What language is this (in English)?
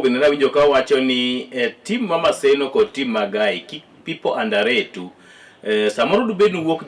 Luo (Kenya and Tanzania)